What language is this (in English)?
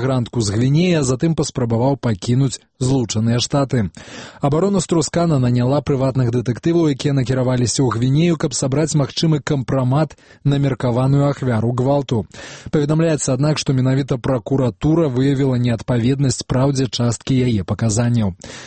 Belarusian